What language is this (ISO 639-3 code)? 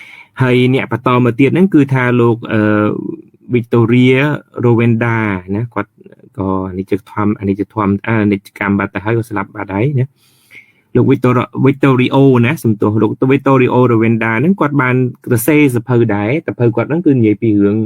khm